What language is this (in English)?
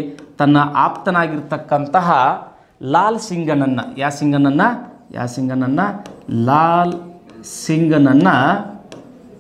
Kannada